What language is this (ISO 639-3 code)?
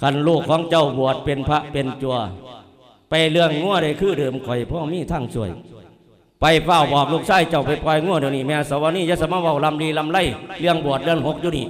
lao